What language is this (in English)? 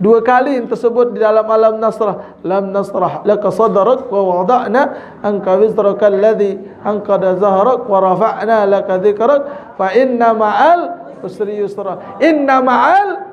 Sasak